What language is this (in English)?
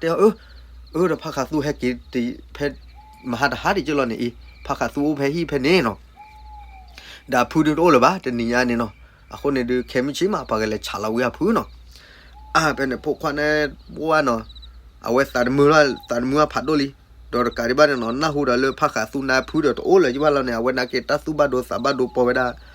S'gaw Karen